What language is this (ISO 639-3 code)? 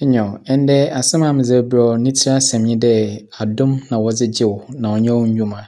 aka